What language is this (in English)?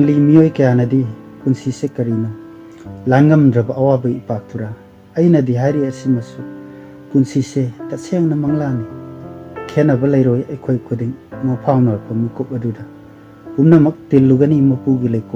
Manipuri